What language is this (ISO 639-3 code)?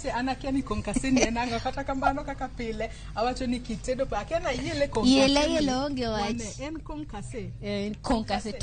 luo